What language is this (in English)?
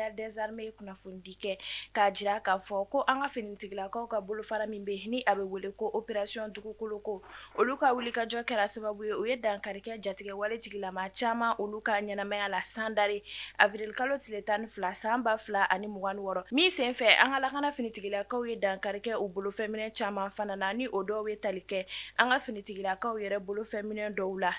Bambara